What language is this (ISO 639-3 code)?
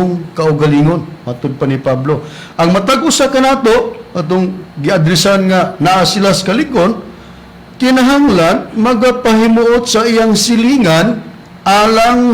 ceb